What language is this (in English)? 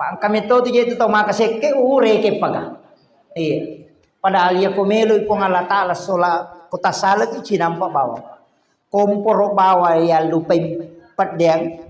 Buginese